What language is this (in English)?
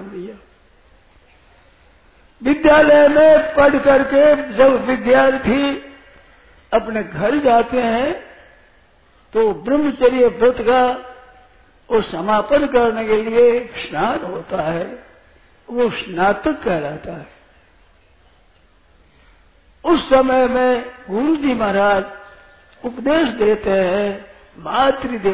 Hindi